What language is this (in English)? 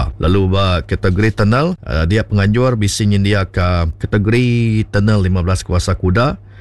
Iban